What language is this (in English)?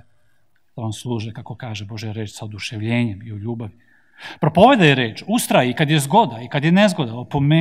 Serbian